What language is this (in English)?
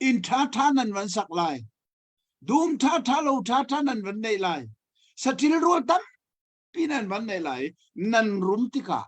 Hakha Chin